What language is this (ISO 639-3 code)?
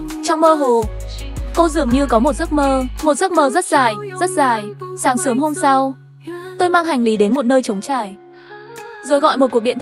vie